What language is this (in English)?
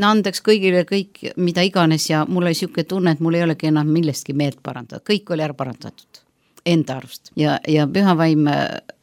Estonian